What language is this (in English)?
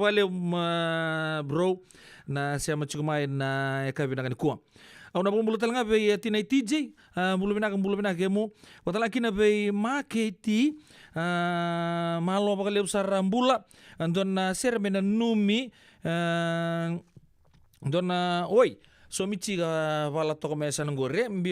Fijian